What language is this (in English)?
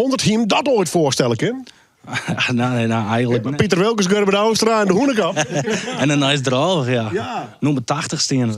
Western Frisian